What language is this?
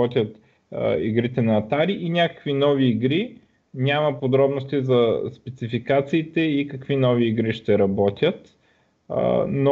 Bulgarian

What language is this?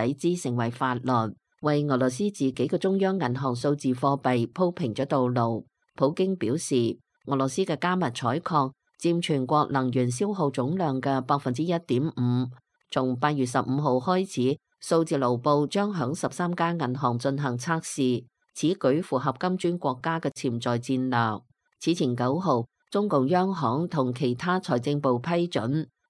Cantonese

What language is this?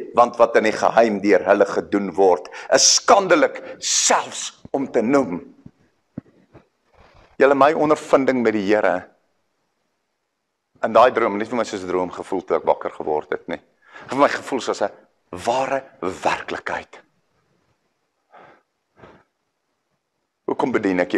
Afrikaans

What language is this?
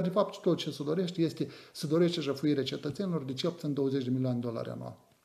Romanian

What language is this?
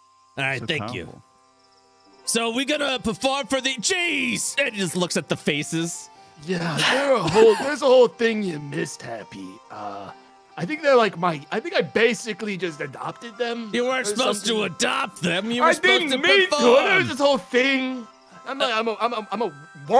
English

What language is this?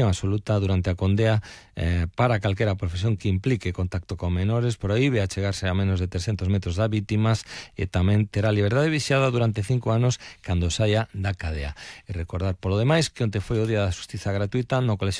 Galician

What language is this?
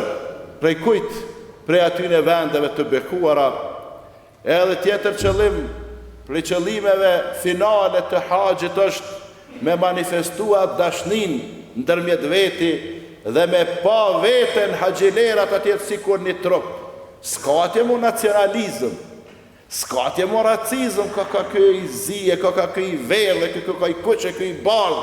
Albanian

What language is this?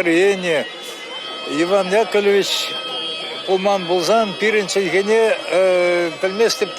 Chuvash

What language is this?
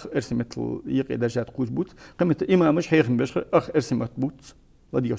Ingush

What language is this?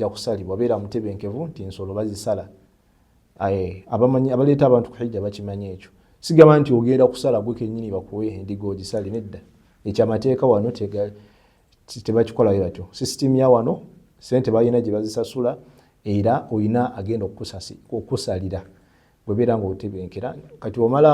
Ganda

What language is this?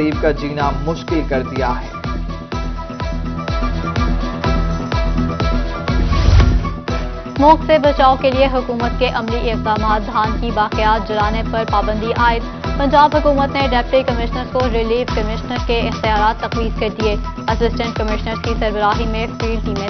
Urdu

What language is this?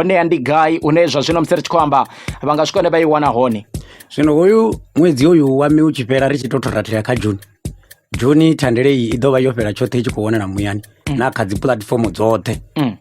Venda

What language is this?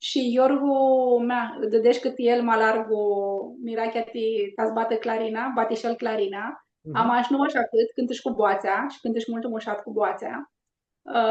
Aromanian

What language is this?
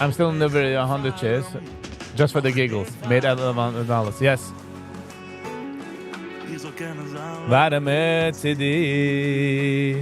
Yiddish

